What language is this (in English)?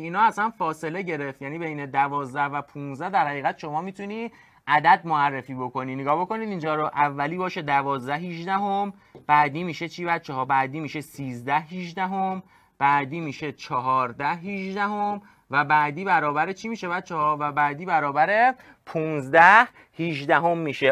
Persian